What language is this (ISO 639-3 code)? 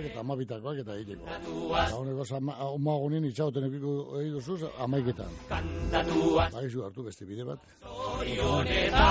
eus